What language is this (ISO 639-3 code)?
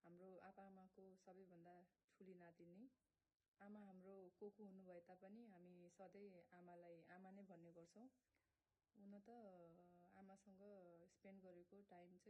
nep